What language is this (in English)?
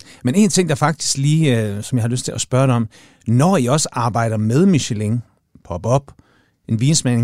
Danish